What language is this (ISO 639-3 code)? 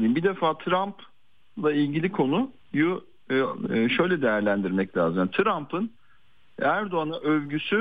tur